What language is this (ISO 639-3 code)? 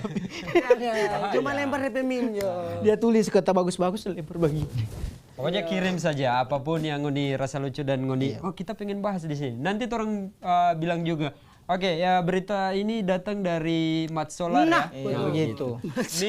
xmm